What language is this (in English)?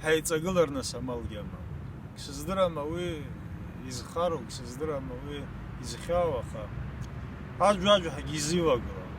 Abkhazian